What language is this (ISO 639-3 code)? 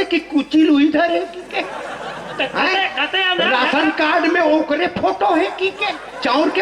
hne